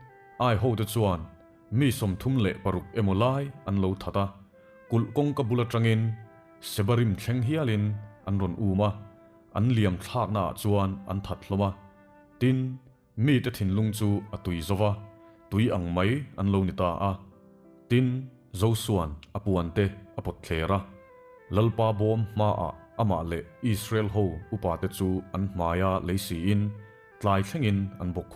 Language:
Mizo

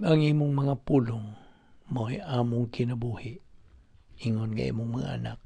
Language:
Cebuano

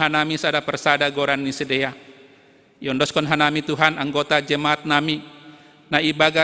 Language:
Batak Simalungun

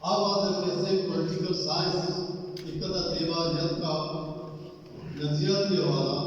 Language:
Baluchi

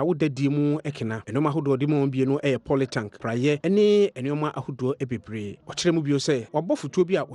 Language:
Akan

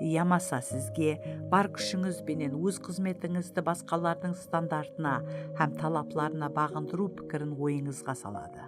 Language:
Kara-Kalpak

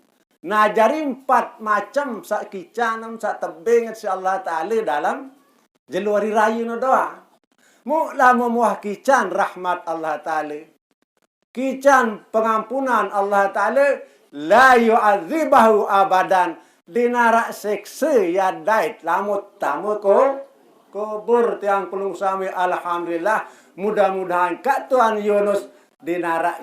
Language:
Sasak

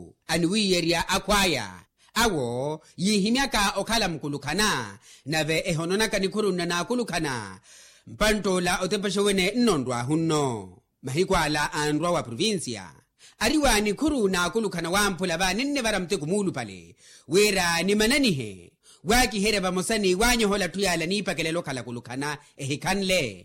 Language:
Makhuwa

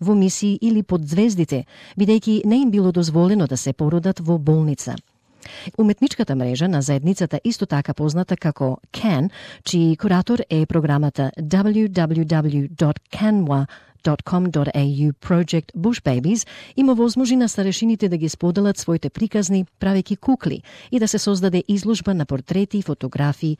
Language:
Macedonian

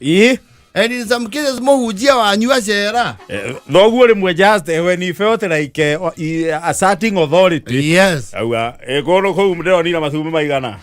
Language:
Kikuyu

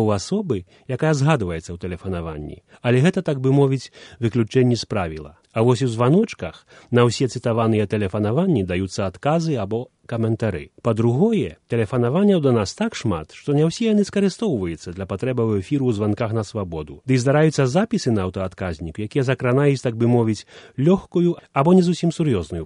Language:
Belarusian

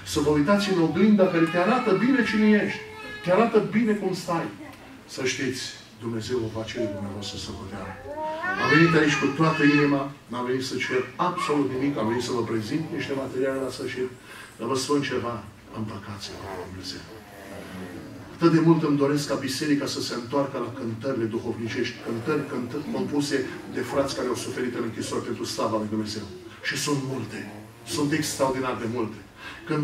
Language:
Romanian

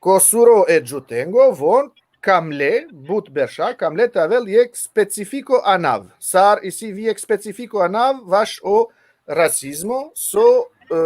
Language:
Balkan Romani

